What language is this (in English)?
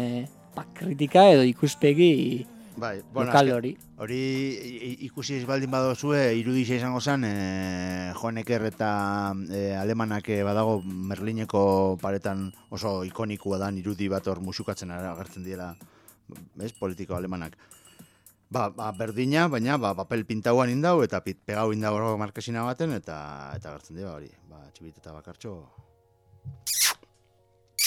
Basque